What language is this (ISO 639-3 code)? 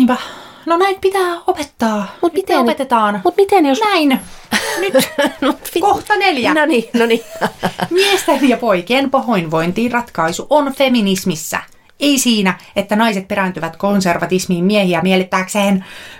fin